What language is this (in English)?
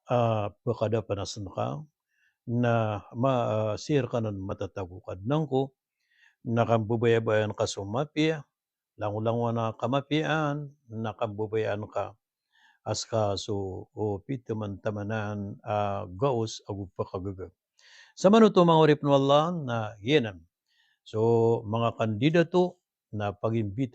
Maranao